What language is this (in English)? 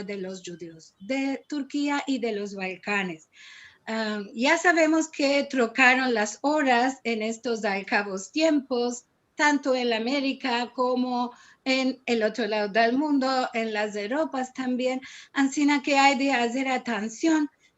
Ladino